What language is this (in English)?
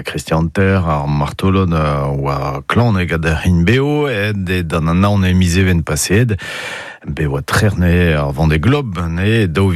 Breton